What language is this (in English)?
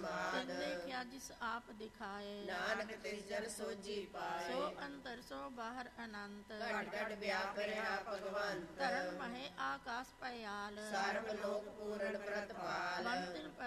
Punjabi